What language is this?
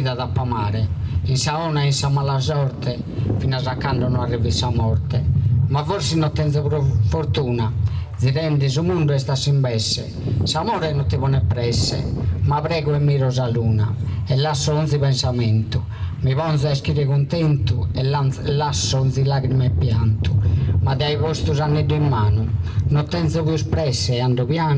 Sardinian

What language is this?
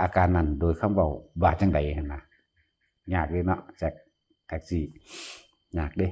Lao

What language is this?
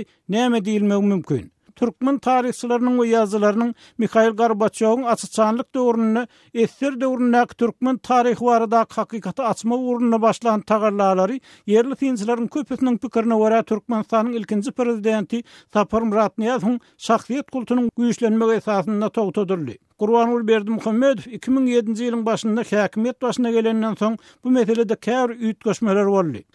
Turkmen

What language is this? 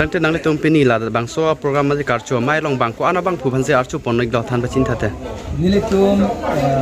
Karbi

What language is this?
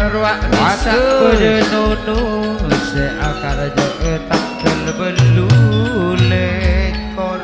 Madurese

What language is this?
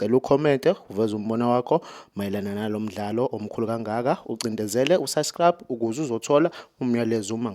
Zulu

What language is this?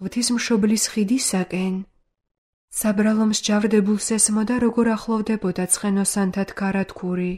Georgian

